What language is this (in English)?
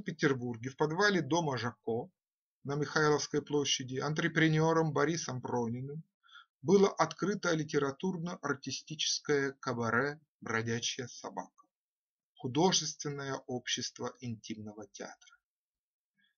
Russian